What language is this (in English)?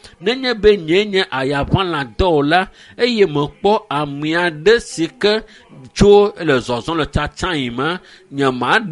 Ewe